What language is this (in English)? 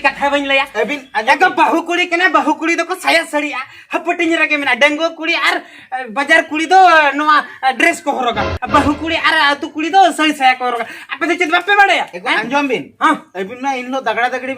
Santali